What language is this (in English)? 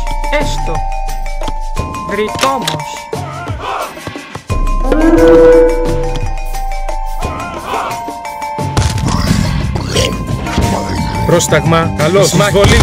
Greek